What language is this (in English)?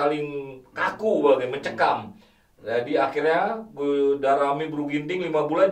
Batak Karo